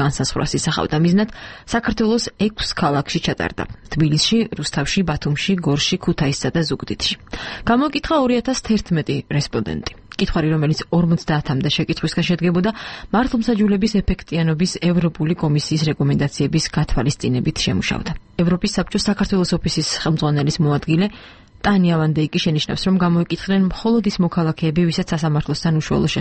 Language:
Georgian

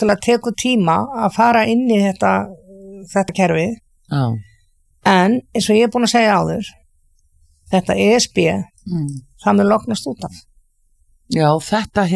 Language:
Icelandic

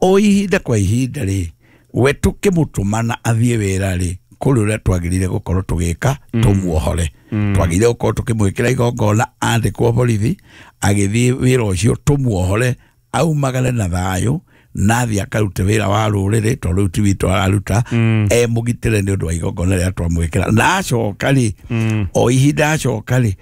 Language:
Kikuyu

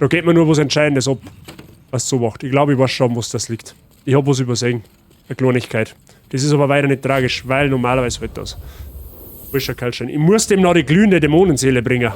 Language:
Bavarian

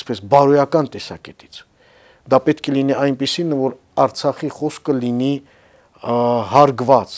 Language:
Armenian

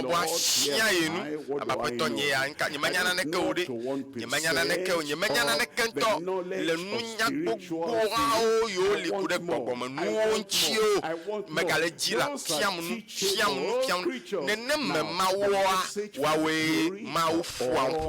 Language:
Ewe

